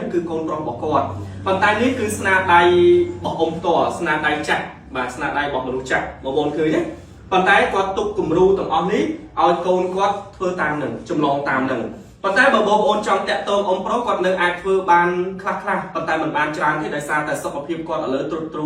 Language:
Khmer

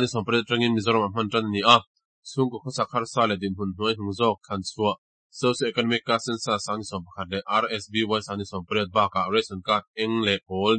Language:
Mizo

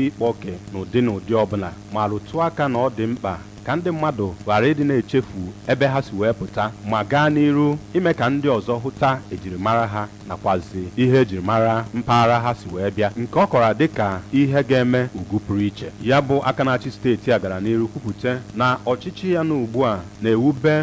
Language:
Igbo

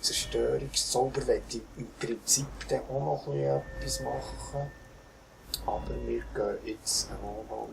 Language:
Swiss German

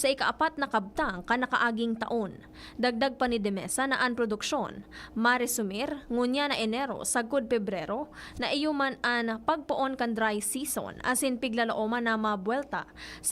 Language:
Bikol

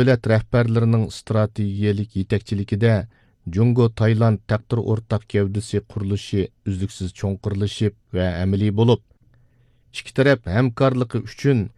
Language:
Uyghur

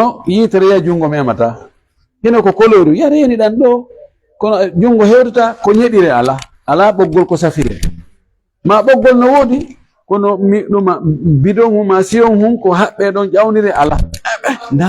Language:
Fula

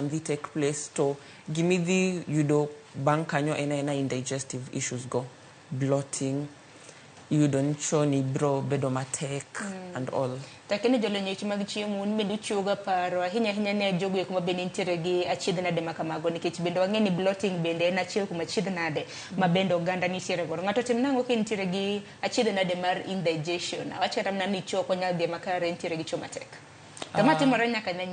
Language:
Luo (Kenya and Tanzania)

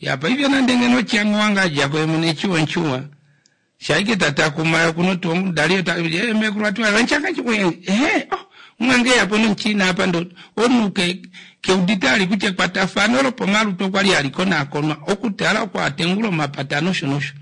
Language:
Kuanyama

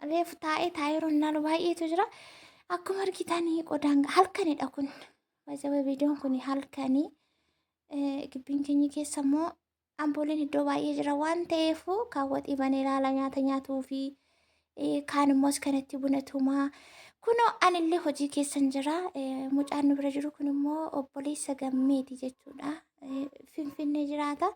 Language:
Oromo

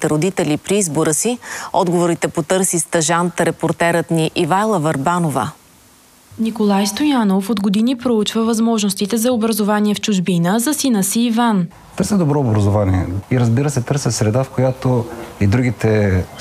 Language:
Bulgarian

